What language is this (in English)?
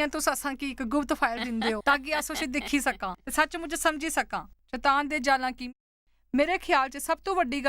Dogri